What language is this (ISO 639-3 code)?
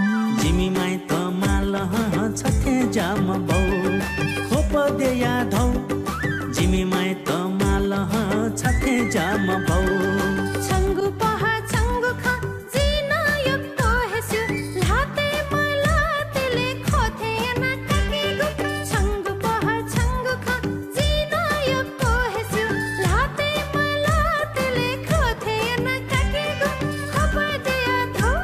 new